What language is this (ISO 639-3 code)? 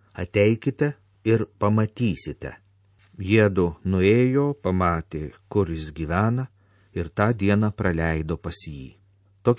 lit